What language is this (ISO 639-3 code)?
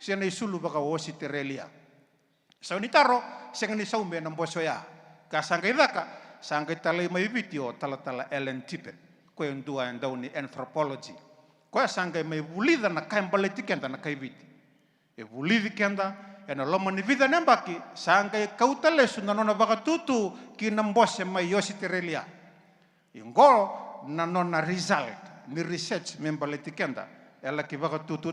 fij